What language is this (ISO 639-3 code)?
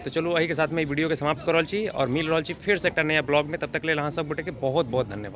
mai